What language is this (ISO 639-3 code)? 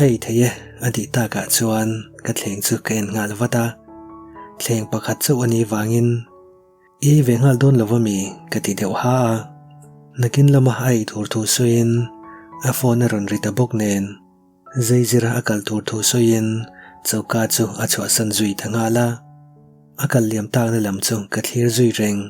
lus